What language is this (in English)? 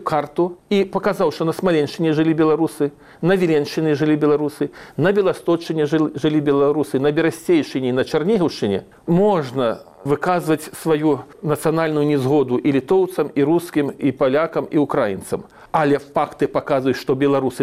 Belarusian